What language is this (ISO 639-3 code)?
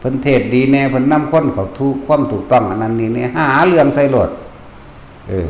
tts